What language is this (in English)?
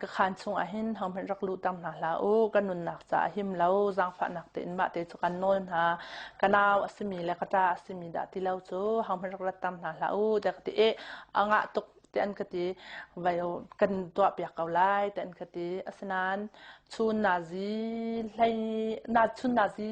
Hakha Chin